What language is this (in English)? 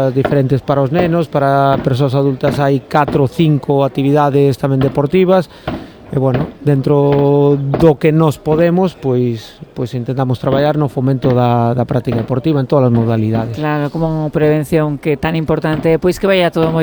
Galician